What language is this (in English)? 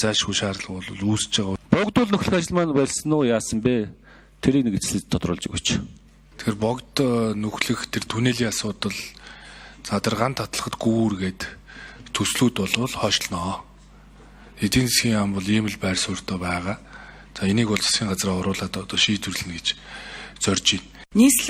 Mongolian